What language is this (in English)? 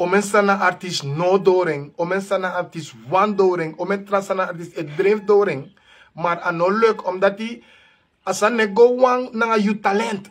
Sranan Tongo